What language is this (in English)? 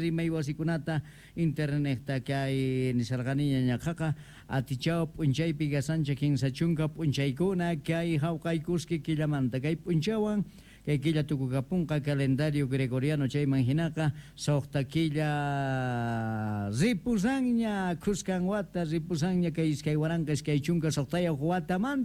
Quechua